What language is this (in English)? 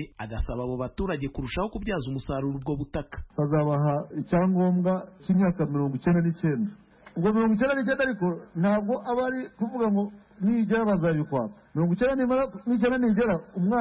Kinyarwanda